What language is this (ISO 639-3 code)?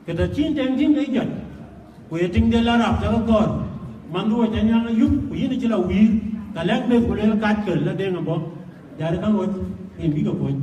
din